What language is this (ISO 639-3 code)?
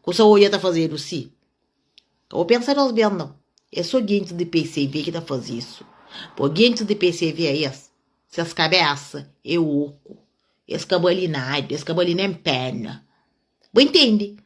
kea